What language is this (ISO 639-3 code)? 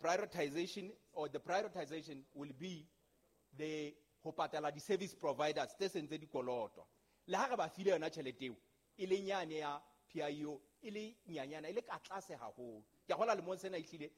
sot